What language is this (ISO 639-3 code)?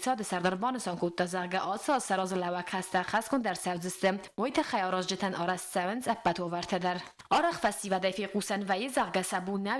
oss